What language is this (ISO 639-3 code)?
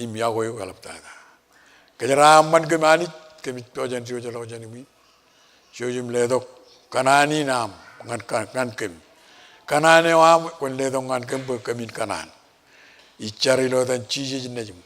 mah